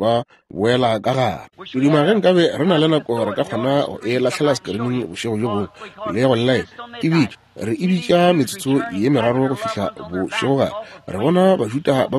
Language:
Northern Sotho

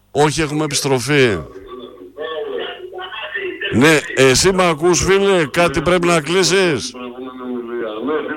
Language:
Greek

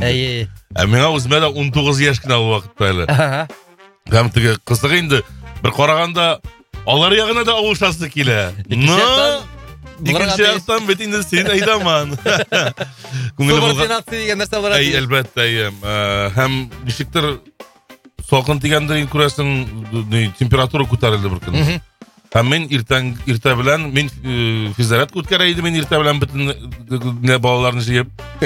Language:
Kazakh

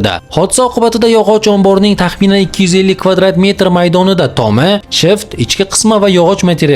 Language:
Uzbek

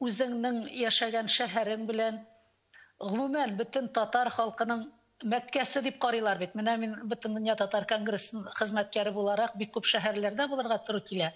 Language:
Tatar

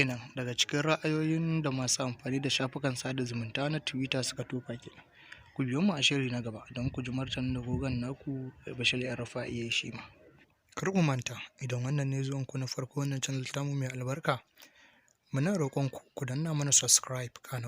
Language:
Hausa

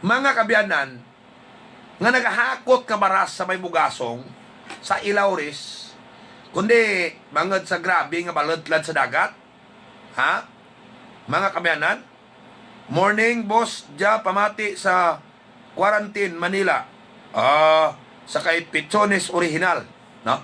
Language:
Hiligaynon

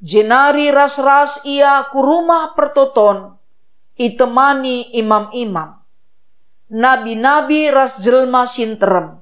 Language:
Batak Karo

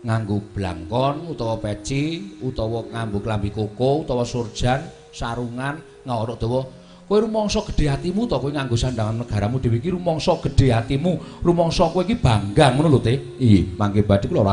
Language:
Javanese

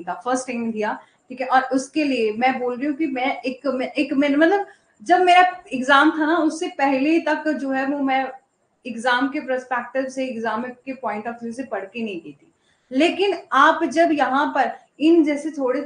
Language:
Hindi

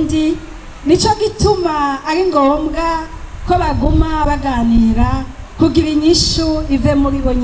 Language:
Rundi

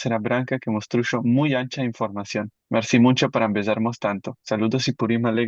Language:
Ladino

